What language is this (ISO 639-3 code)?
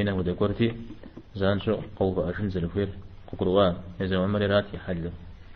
kbd